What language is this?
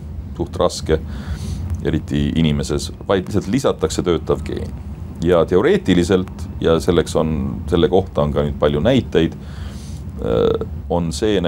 Estonian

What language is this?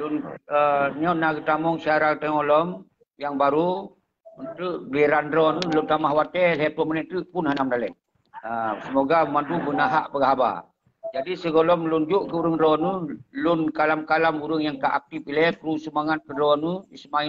Achinese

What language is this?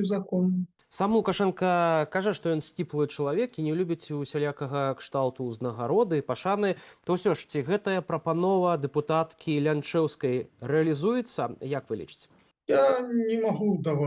Belarusian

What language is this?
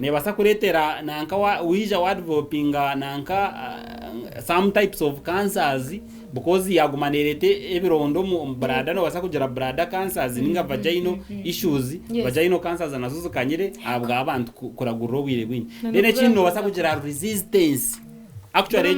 Nyankole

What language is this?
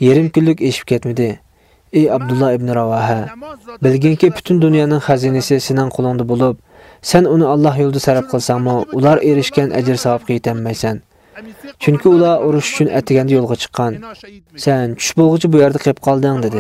Uyghur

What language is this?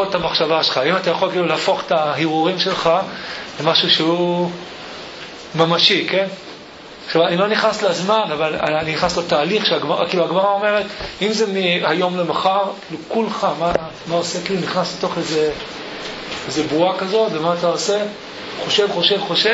Hebrew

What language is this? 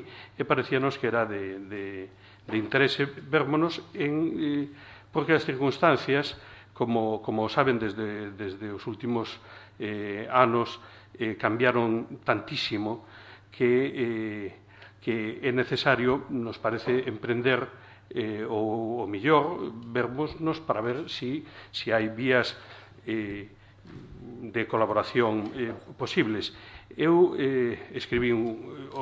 Galician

